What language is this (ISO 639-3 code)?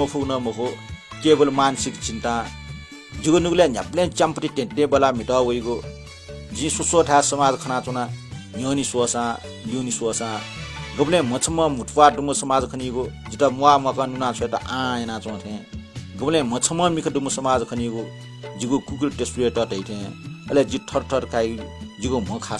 new